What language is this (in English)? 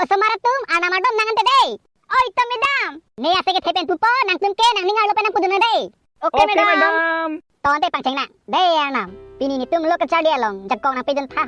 Karbi